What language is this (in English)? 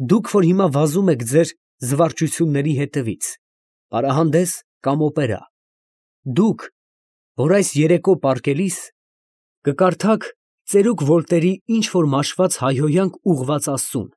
Armenian